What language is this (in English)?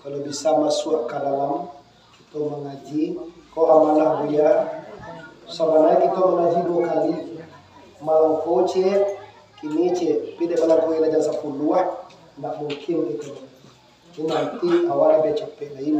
Minangkabau